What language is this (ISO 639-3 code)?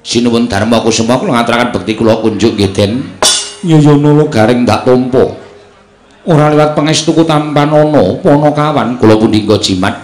jav